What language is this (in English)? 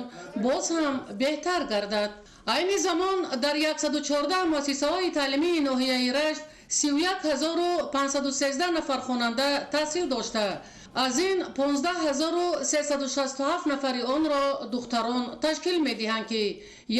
Tajik